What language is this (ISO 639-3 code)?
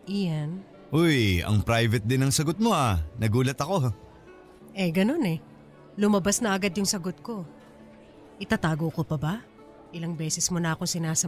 fil